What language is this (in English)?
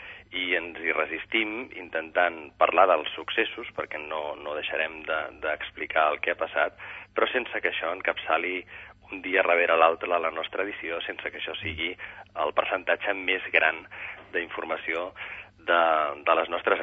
Catalan